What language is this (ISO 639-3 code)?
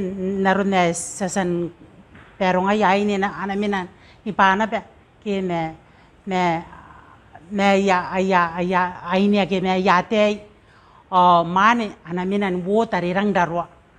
gil